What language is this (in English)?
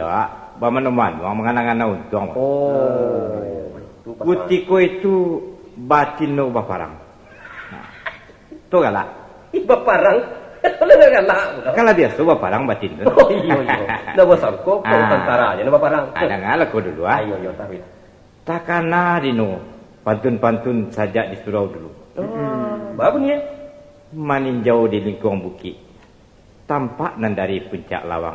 Minangkabau